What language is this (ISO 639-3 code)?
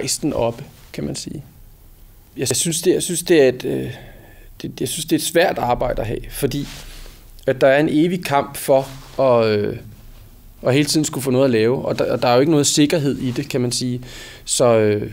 dan